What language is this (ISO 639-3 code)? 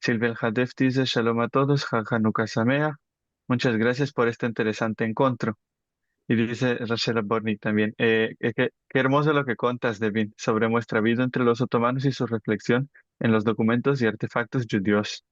lad